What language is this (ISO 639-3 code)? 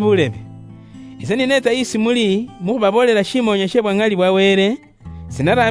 luy